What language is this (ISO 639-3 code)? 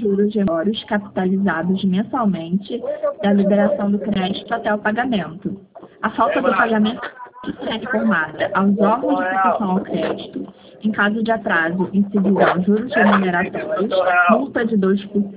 por